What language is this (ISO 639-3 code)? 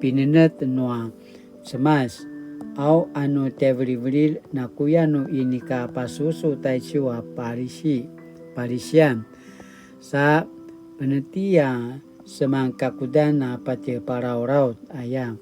pwn